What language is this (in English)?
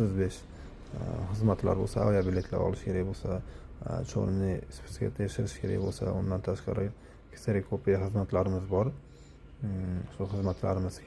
Uzbek